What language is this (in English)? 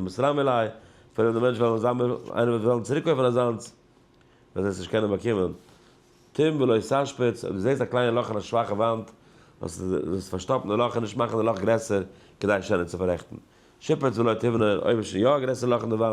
Yiddish